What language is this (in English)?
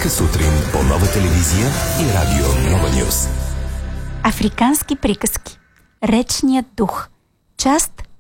Bulgarian